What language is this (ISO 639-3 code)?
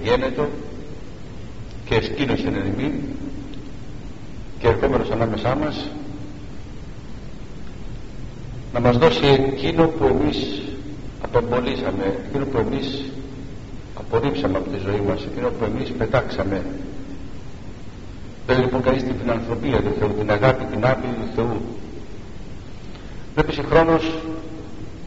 ell